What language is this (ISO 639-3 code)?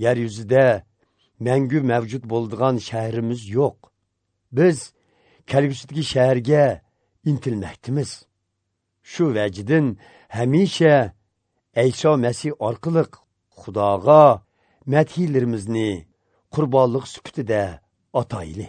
uig